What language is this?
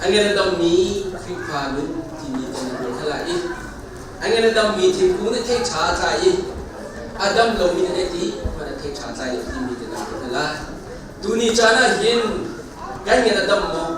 Hakha Chin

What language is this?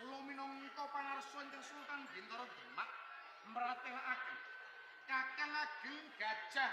Javanese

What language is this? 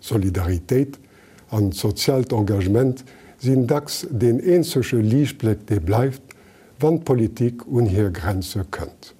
Luxembourgish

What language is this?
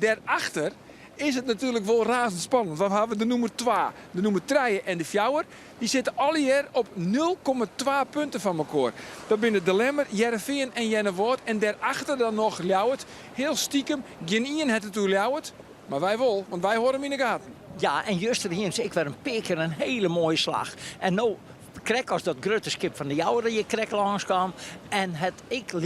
Western Frisian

